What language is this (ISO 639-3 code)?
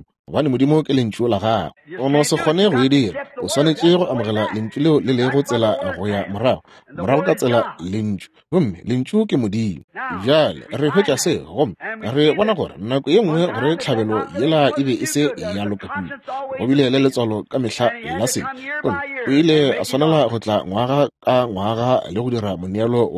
nso